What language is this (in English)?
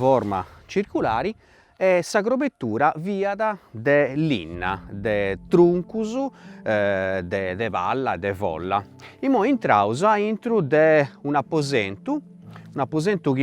Sardinian